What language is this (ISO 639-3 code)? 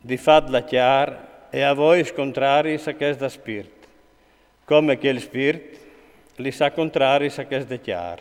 fur